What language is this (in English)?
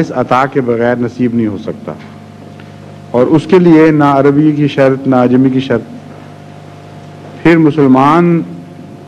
Urdu